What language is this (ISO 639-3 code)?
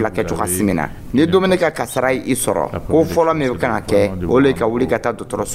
dyu